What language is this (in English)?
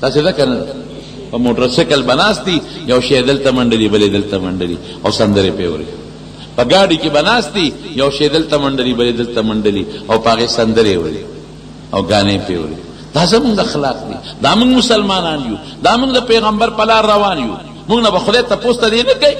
Pashto